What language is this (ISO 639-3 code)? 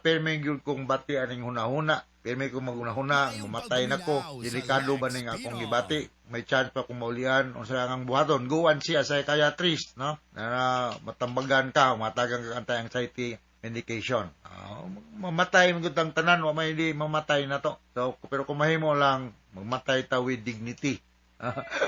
ceb